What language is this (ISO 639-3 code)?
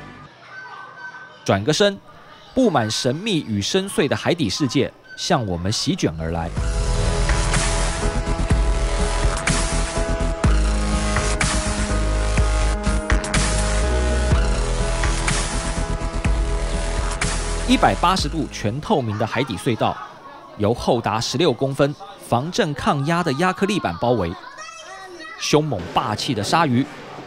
zho